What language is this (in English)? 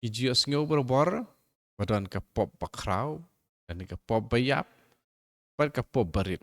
Khasi